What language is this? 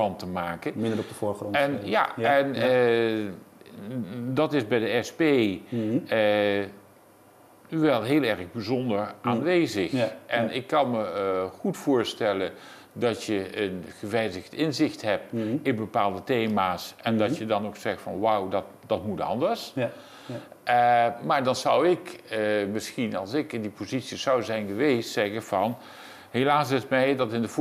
Dutch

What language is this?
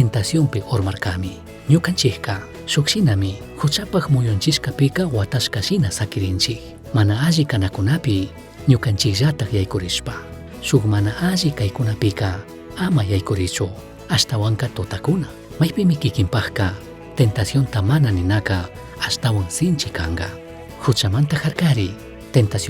Chimborazo Highland Quichua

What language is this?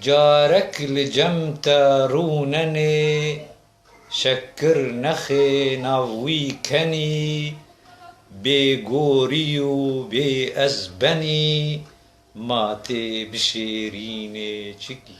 Kurdish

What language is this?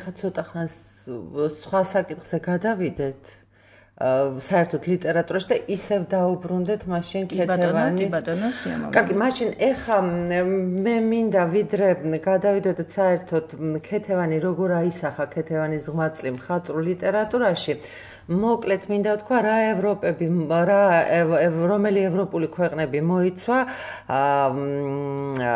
Georgian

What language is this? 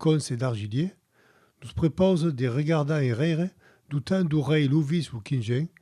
Occitan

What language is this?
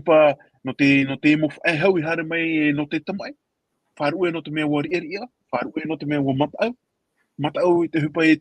Tahitian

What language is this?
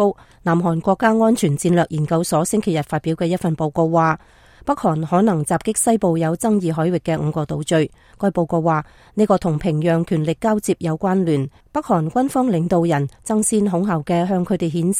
Cantonese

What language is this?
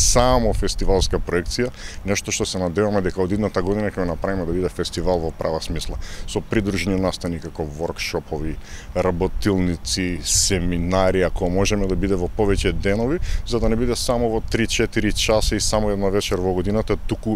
Macedonian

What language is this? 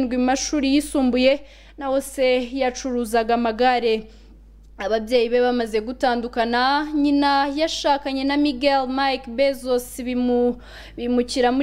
Kinyarwanda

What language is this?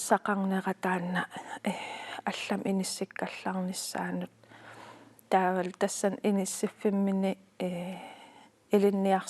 Kalaallisut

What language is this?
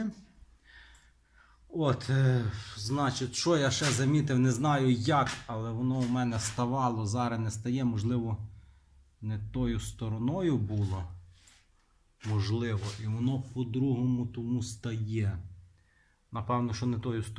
Ukrainian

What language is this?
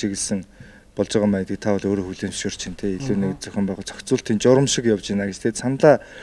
Mongolian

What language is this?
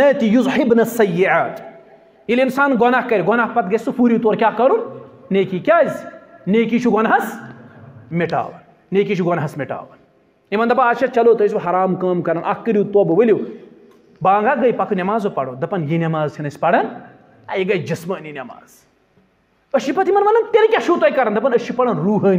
Kashmiri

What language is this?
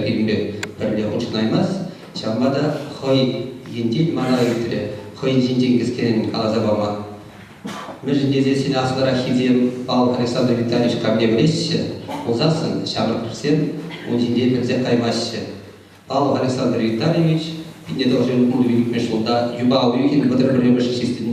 Chuvash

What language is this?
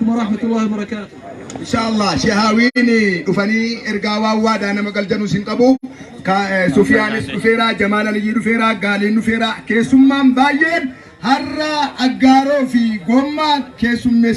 Oromo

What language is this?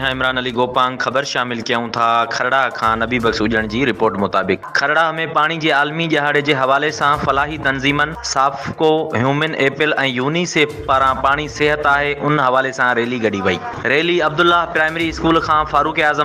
Sindhi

